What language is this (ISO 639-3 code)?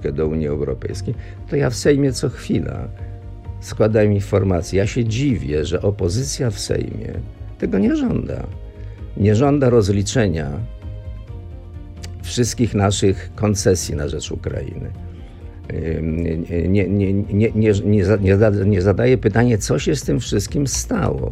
pol